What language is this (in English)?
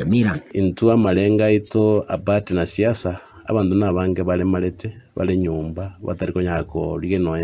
Gusii